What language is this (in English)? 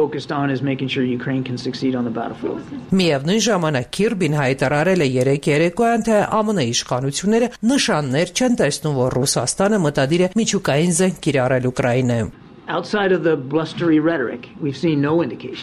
Armenian